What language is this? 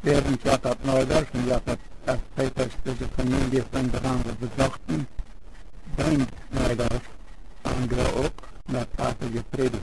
Plautdietsch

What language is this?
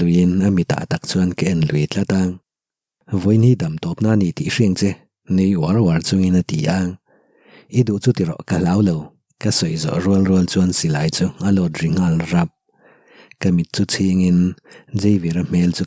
Mizo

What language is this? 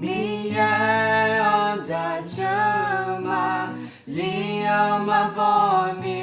Akha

